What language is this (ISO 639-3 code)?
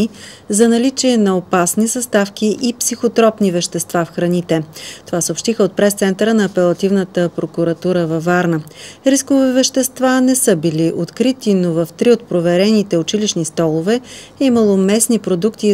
bul